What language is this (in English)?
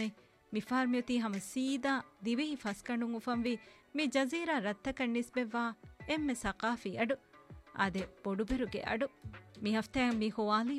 Divehi